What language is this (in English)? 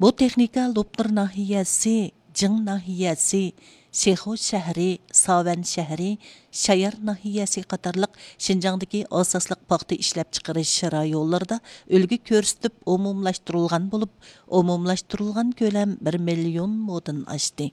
Uyghur